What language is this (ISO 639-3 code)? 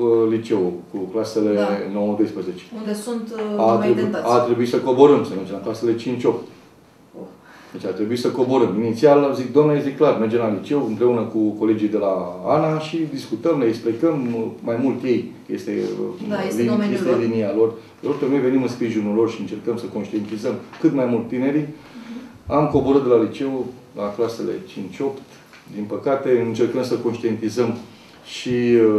ron